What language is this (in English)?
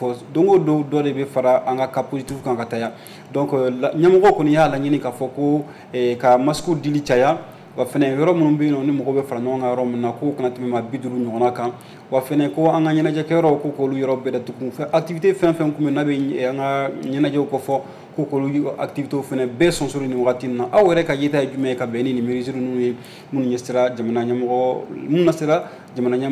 Bambara